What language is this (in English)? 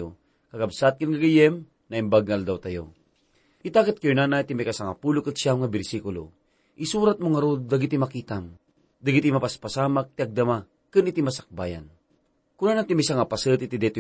Iloko